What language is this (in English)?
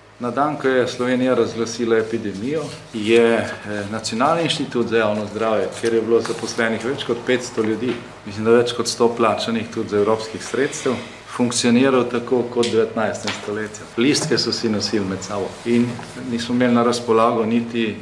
Slovenian